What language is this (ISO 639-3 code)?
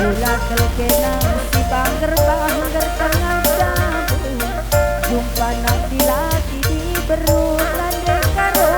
btx